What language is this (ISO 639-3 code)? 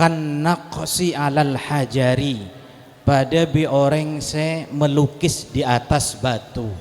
mad